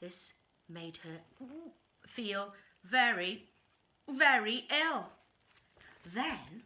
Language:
Welsh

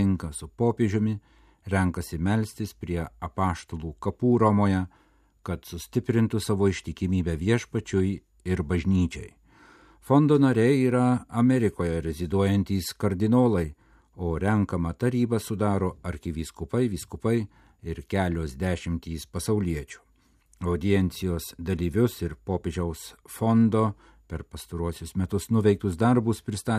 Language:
Lithuanian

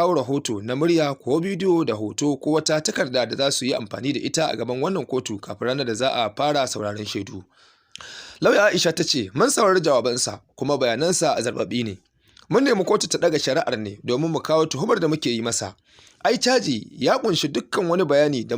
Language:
Hausa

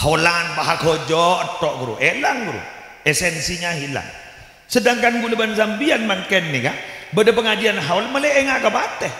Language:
Madurese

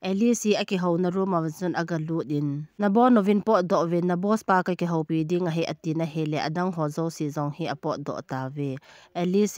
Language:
Thado Chin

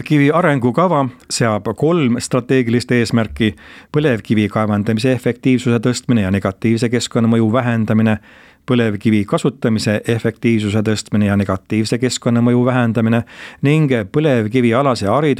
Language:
Estonian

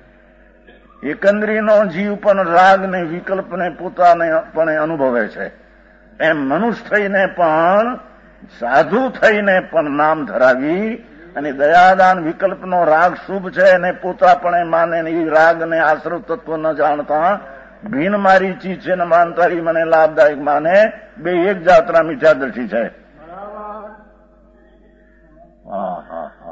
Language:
Gujarati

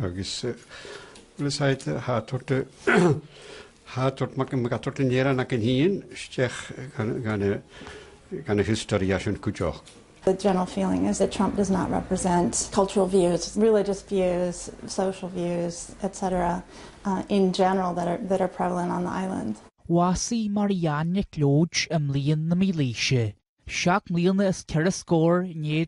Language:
Irish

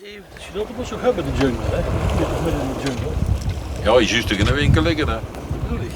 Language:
Limburgish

